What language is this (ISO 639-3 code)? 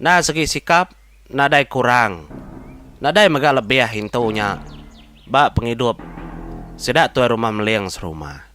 iba